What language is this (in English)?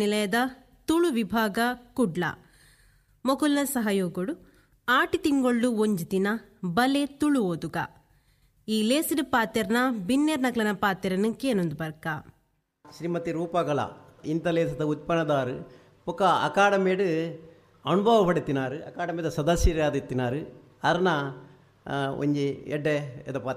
Tulu